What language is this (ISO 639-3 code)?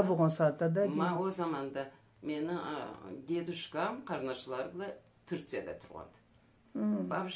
krc